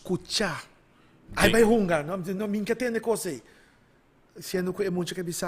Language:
Papiamento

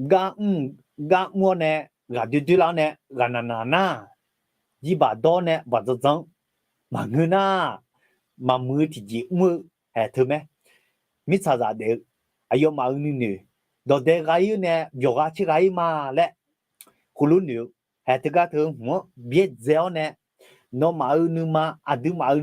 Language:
Akha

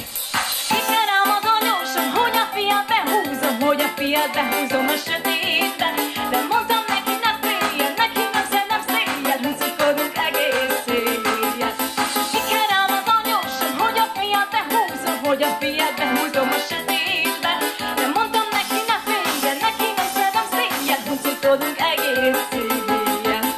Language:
Hungarian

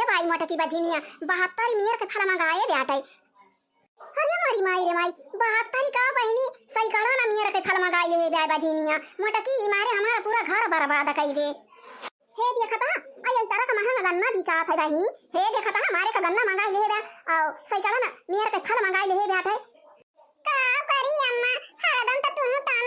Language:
Awadhi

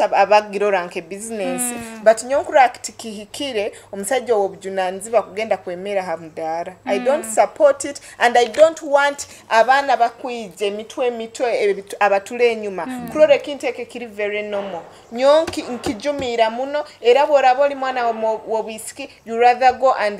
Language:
Nyoro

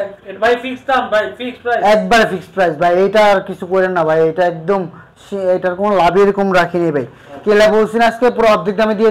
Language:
Bangla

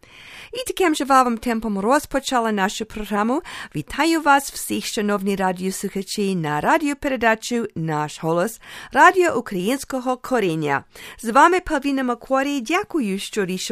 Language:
Ukrainian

